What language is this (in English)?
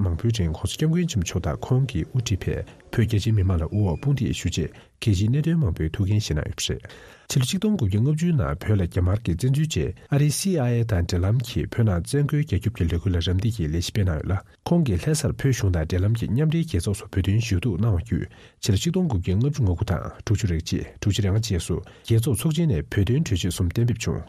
Tibetan